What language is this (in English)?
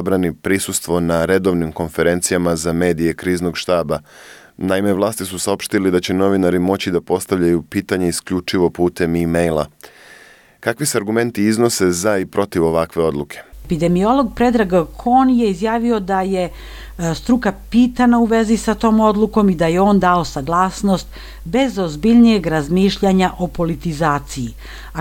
Serbian